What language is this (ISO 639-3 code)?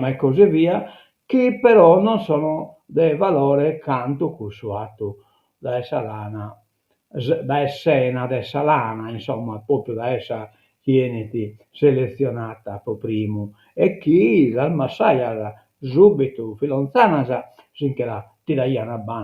srd